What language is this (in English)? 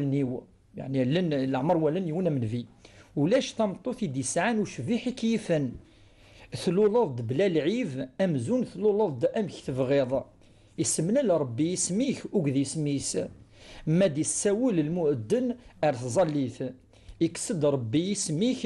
Kabyle